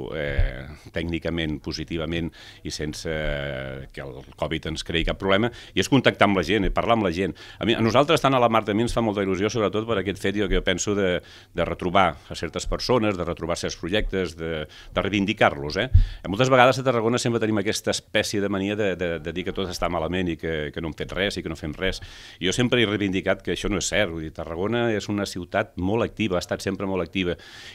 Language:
Catalan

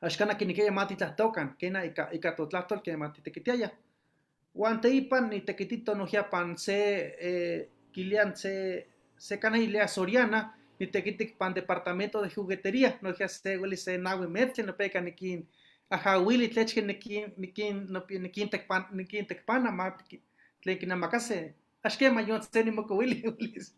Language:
Eastern Huasteca Nahuatl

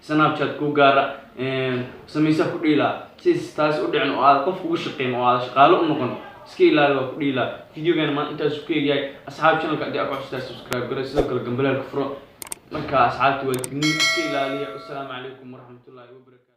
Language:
Somali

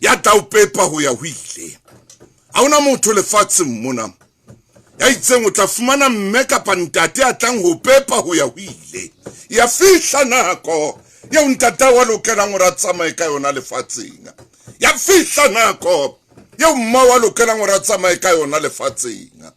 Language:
Southern Sotho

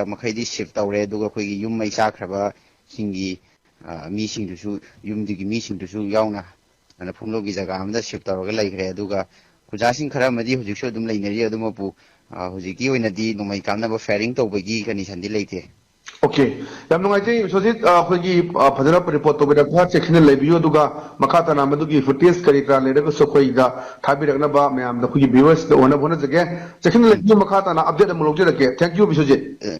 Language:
Manipuri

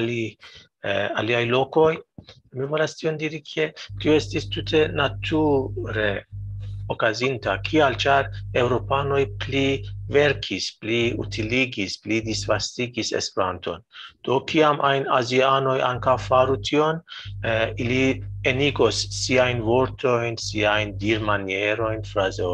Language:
Esperanto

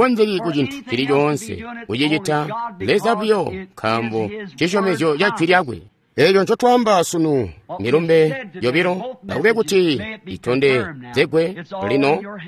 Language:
Tonga (Zambia)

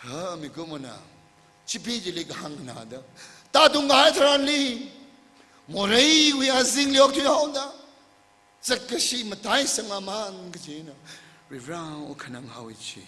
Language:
Tangkhul Naga (India)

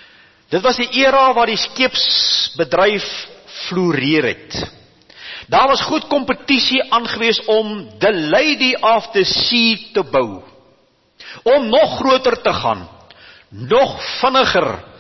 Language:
Afrikaans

